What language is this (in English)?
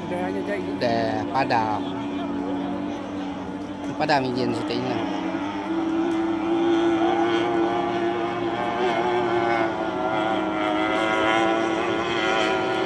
Malay